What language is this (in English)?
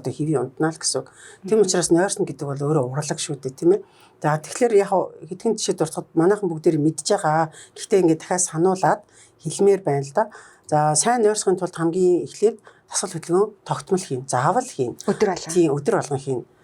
Mongolian